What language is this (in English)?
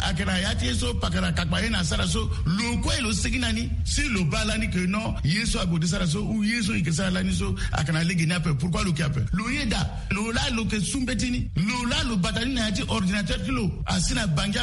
Sango